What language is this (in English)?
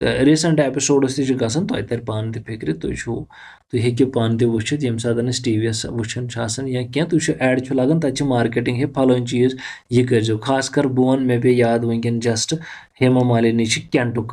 Kashmiri